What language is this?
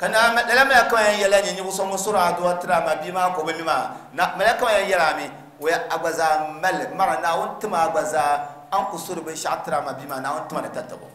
Dagbani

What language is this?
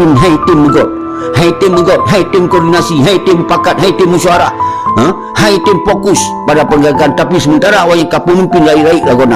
Achinese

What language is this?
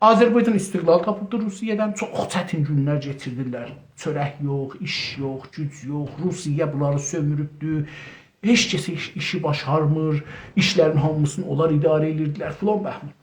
South Azerbaijani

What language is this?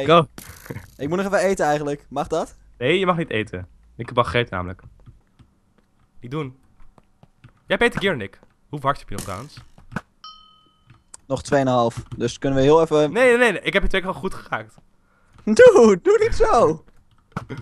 Dutch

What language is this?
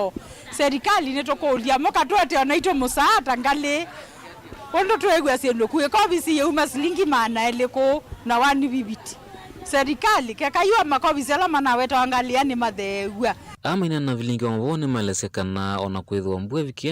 Kamba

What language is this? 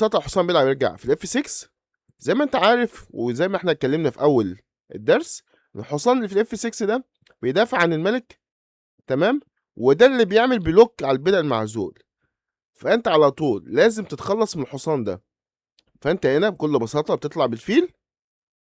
Egyptian Arabic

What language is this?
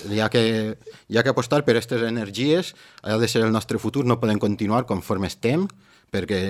Catalan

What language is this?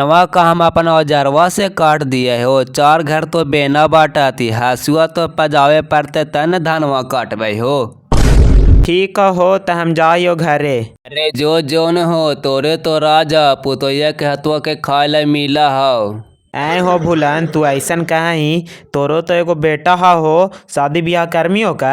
Magahi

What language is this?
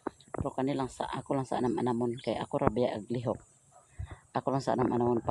Cebuano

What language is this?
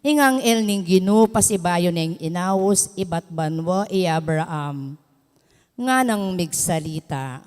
Pampanga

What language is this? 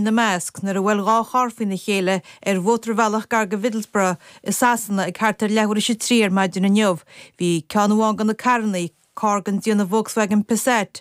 Irish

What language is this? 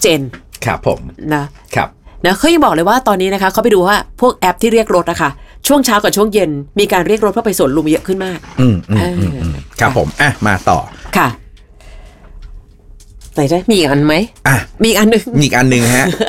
Thai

